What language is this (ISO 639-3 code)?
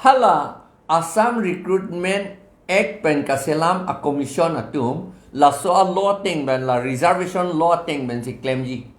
mjw